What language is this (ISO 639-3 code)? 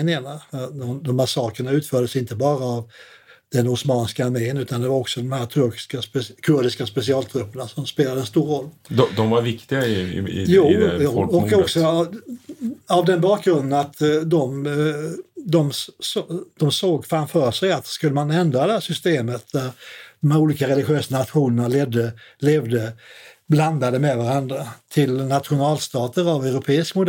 swe